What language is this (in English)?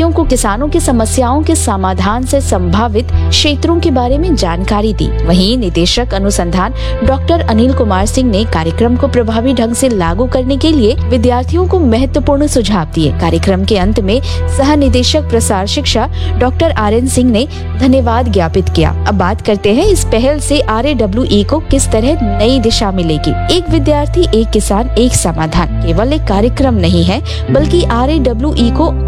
Hindi